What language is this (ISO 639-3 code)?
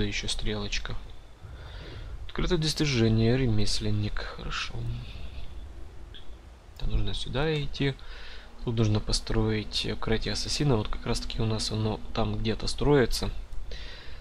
rus